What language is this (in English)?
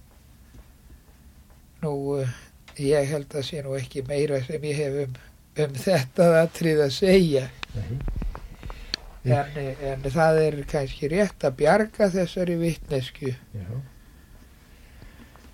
Icelandic